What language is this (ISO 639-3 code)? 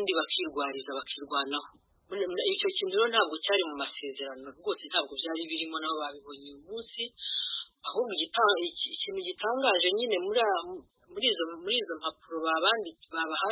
kin